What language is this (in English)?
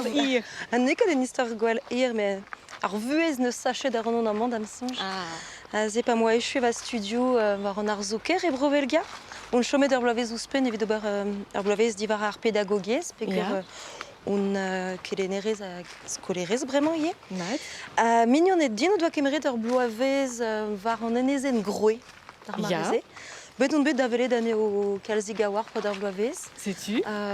Breton